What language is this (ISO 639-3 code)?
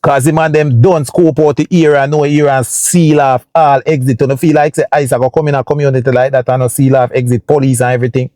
jam